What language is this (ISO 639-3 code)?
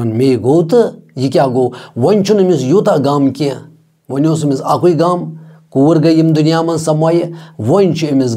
kas